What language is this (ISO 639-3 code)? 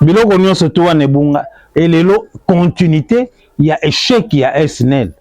lin